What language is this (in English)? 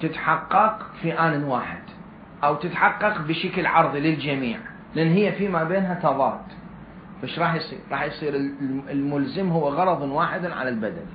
Mesopotamian Arabic